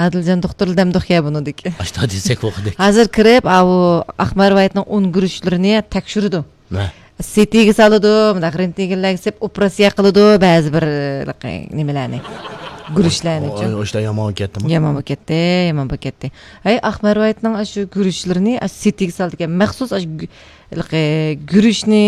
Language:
Uyghur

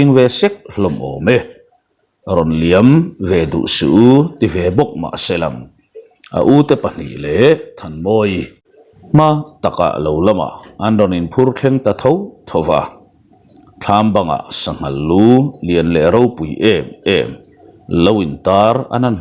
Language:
Mizo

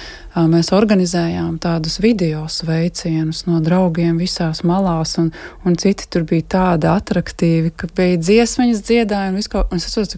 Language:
Latvian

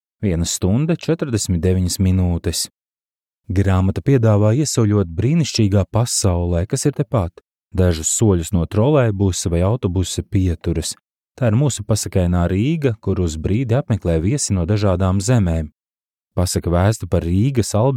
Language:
Latvian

